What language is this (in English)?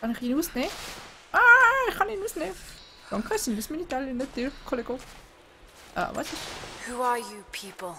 Swiss German